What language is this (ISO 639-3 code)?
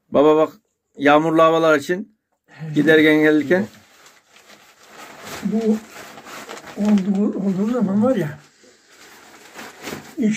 tur